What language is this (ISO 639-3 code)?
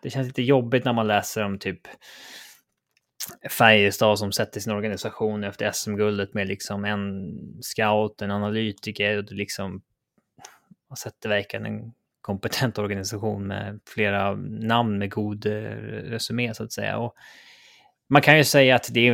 swe